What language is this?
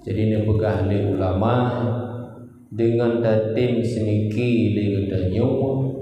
Achinese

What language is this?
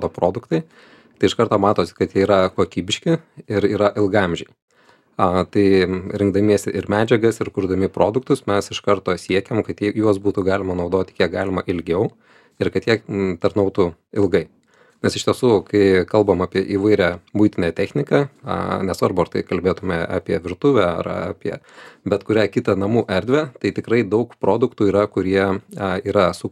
Lithuanian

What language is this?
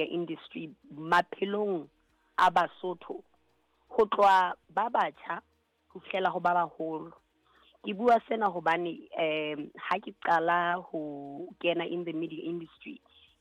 Southern Sotho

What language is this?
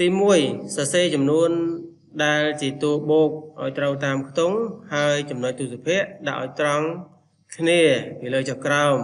Khmer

